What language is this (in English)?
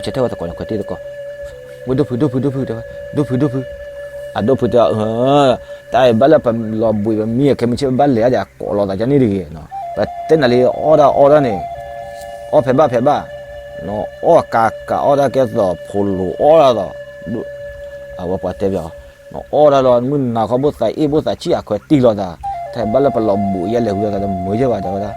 S'gaw Karen